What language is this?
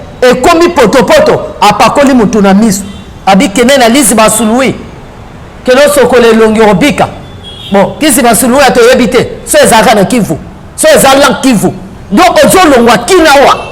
Lingala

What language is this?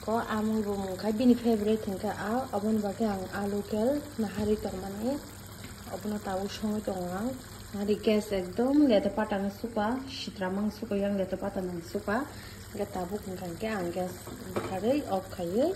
Kok Borok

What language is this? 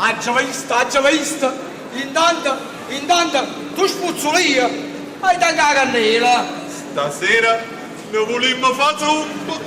Neapolitan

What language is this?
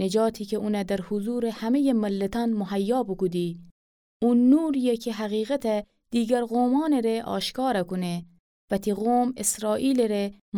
Gilaki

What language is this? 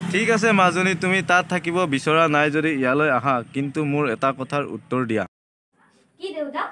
Assamese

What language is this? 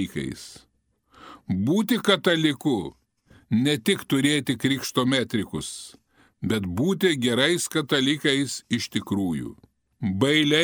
Lithuanian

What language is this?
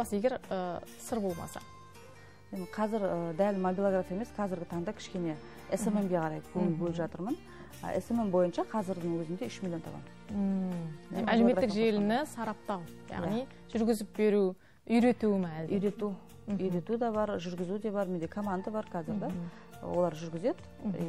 Kazakh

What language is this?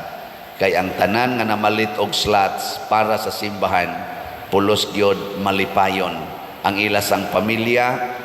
Cebuano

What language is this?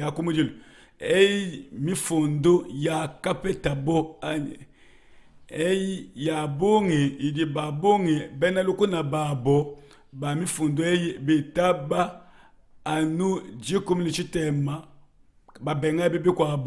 Luba-Lulua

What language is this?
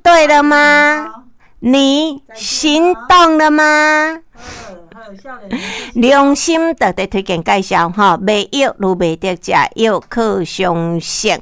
Min Nan Chinese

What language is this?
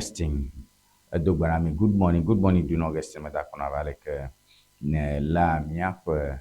Ewe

